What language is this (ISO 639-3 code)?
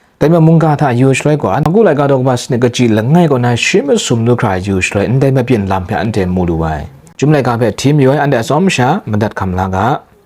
kac